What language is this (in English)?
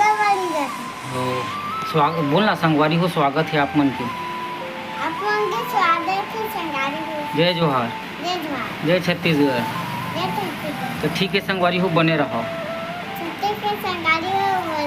Chhattisgarhi